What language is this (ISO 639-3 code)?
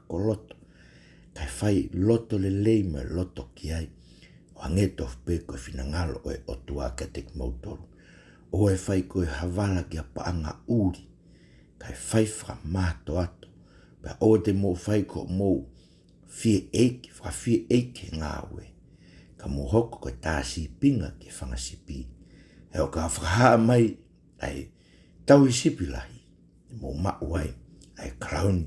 ton